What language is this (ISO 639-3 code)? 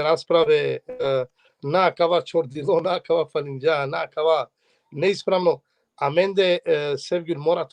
rmn